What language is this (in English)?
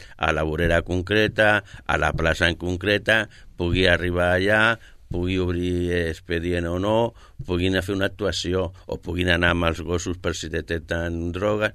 Catalan